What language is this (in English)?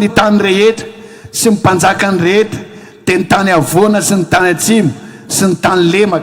Malagasy